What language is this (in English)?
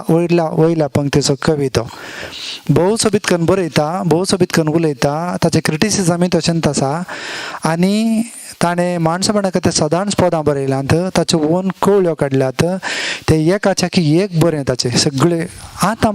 Konkani